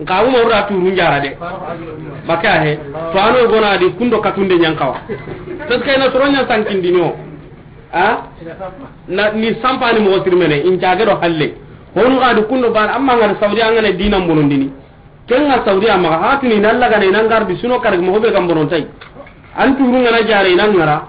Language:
Soninke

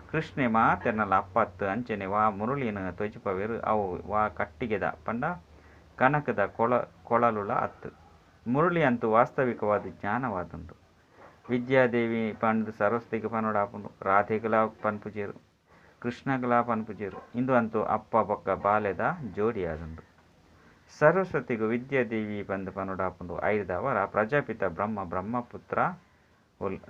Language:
Tulu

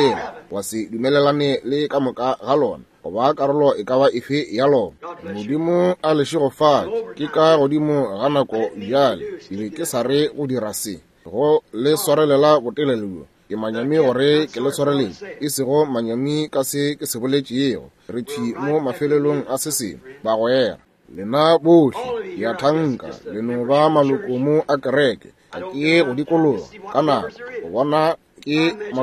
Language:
Northern Sotho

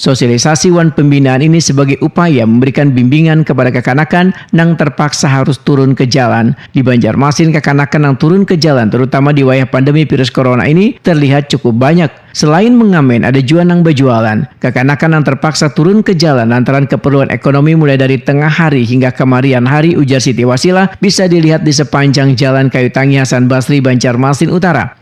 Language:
Banjar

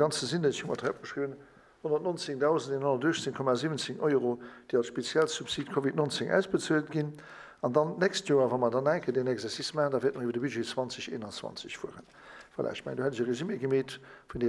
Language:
Luxembourgish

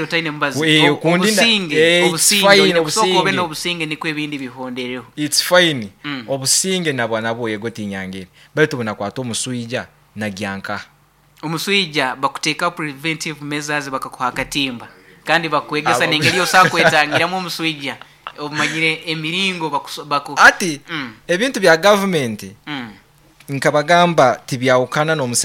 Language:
Nyoro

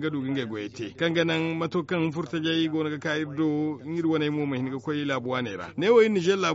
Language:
Zarma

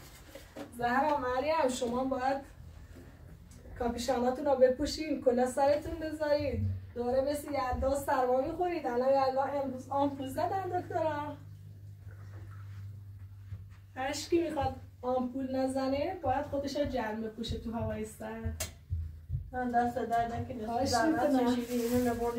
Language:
Persian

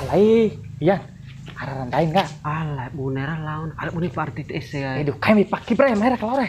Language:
Bima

